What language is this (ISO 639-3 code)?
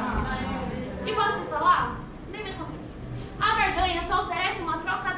por